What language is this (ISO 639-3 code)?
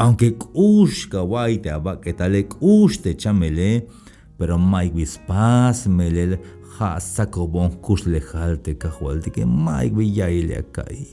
tzh